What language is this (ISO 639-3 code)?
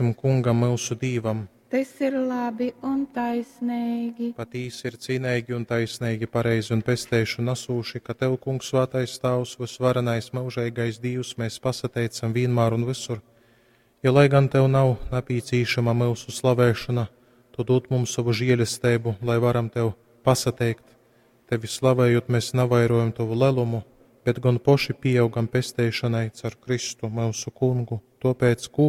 ltg